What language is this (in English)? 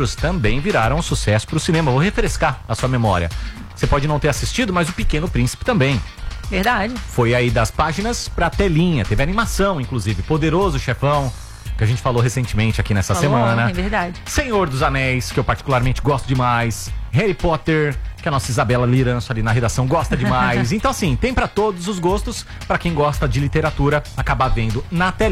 Portuguese